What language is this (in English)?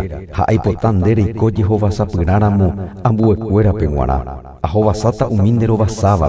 Guarani